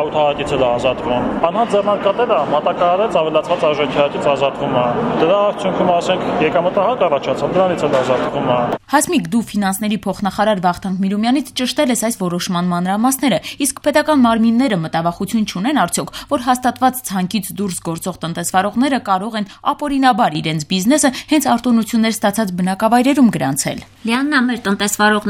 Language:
Armenian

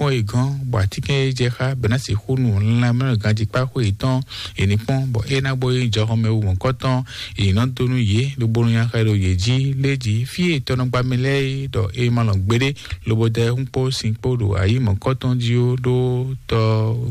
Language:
Fon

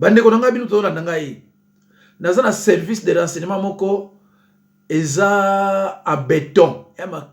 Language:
Lingala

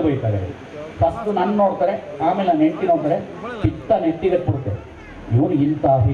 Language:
Kannada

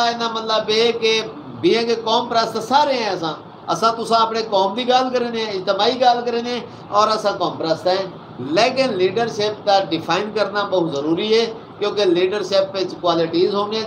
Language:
Saraiki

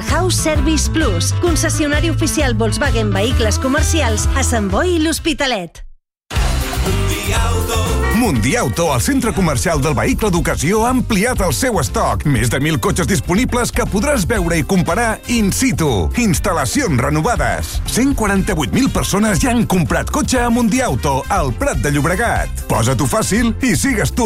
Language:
Catalan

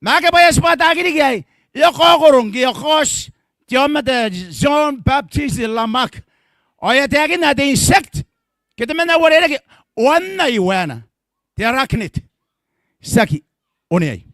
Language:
Gilbertese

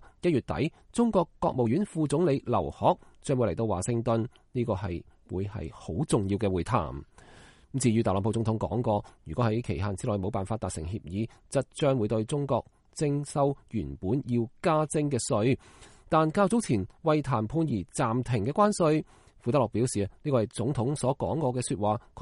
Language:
Cantonese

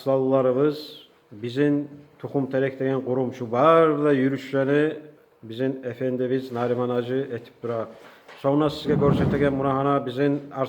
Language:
Kumyk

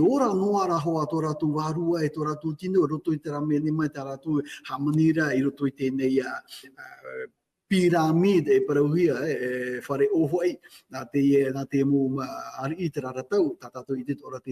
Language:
Tahitian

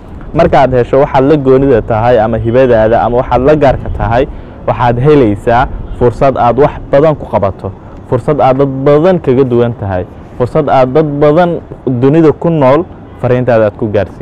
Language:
Somali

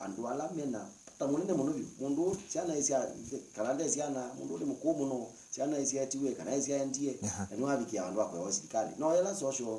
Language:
Kamba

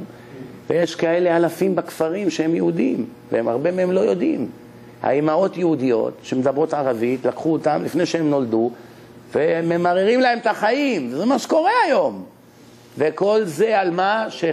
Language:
Hebrew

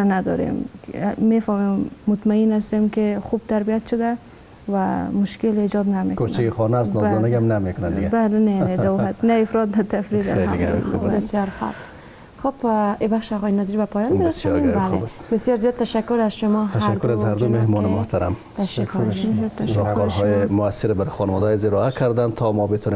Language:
Persian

